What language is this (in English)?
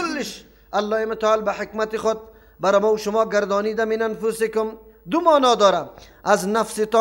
Persian